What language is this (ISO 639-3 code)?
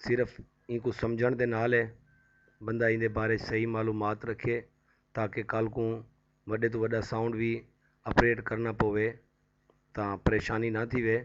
skr